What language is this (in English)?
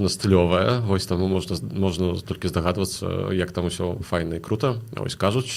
Belarusian